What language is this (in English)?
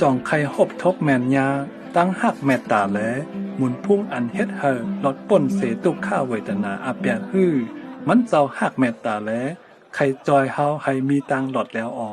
Shan